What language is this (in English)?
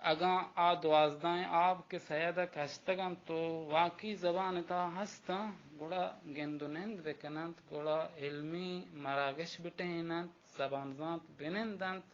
Baluchi